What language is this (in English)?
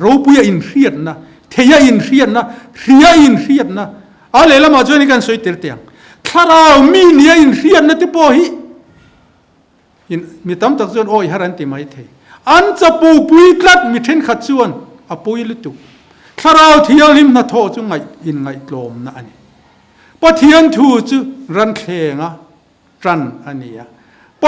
Mizo